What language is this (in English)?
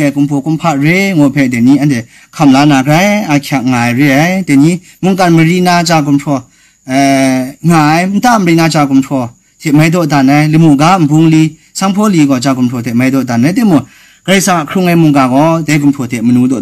Kachin